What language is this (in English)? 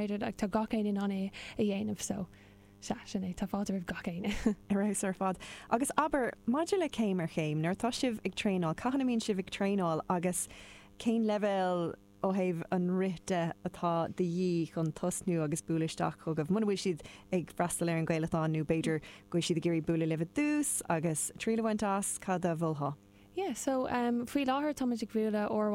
Irish